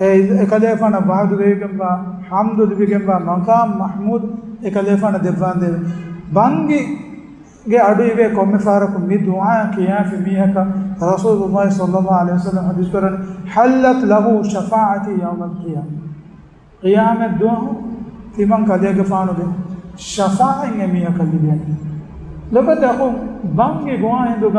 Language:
Divehi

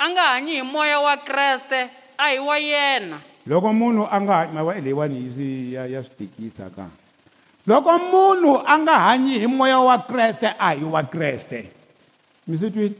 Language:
Tsonga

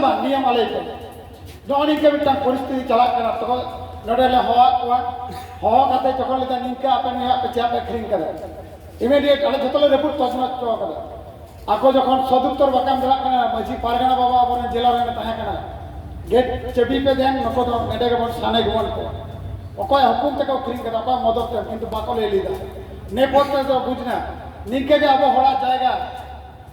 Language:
Santali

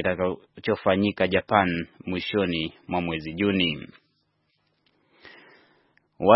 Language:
Swahili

